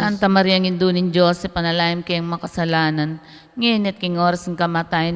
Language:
Pampanga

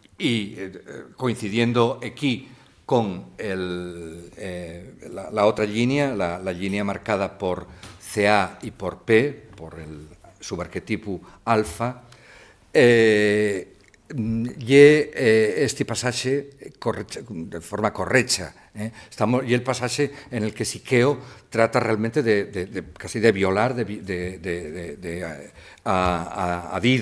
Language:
Asturian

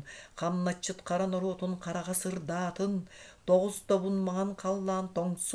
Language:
Yakut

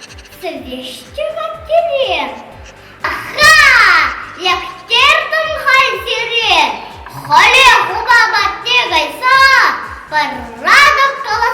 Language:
Chuvash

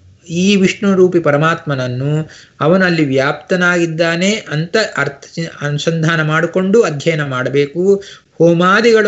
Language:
Kannada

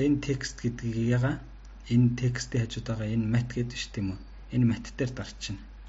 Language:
Mongolian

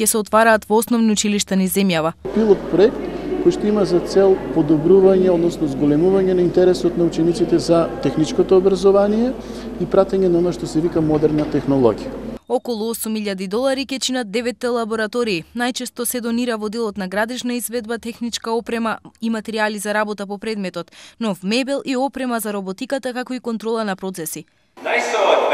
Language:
Macedonian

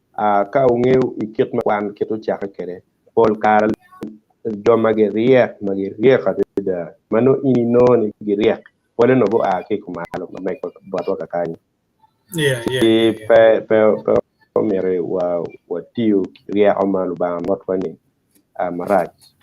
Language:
Acoli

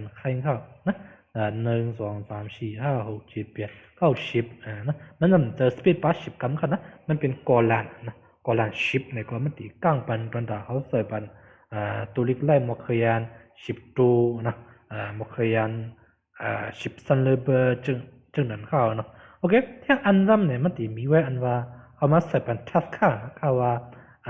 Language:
Shan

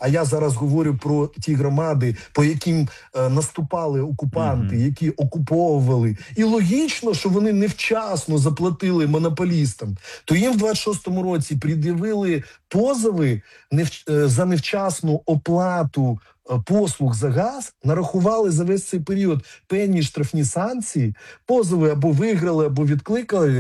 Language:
Ukrainian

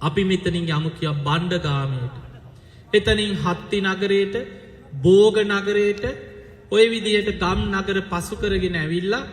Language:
Sinhala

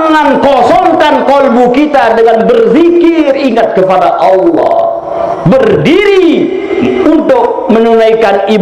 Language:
Sasak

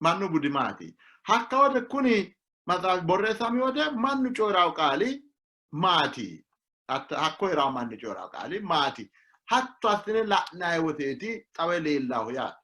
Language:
Sidamo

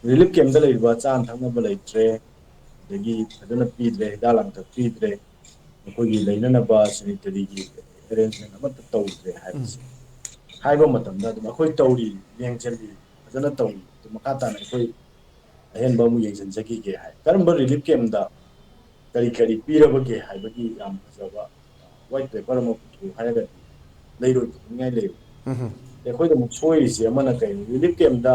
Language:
Manipuri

